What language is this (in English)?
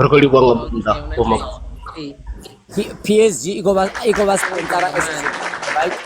Venda